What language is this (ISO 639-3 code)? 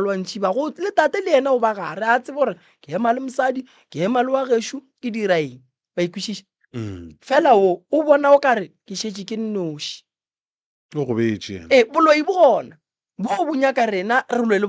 nso